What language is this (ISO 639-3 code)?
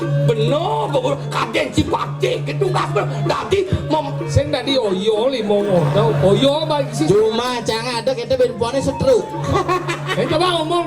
ban